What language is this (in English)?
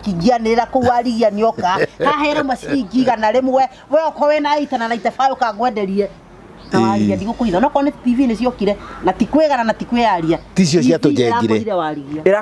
Kikuyu